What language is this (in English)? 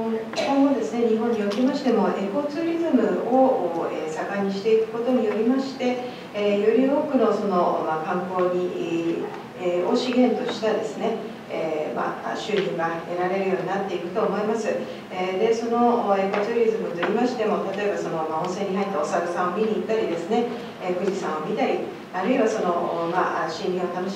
Japanese